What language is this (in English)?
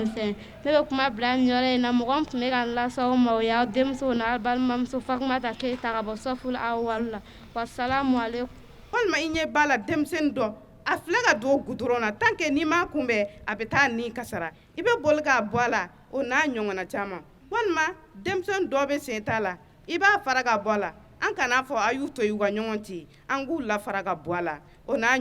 Bambara